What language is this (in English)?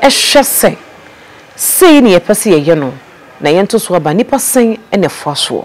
Akan